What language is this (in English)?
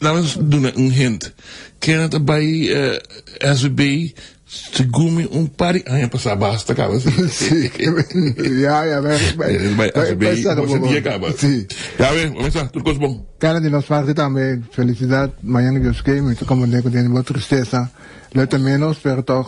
Papiamento